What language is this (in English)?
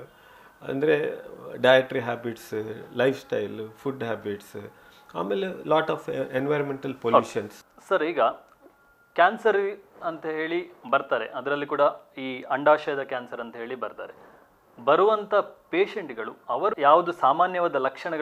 Kannada